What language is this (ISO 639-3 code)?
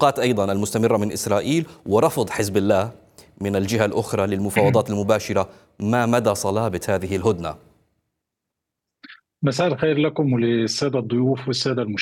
ara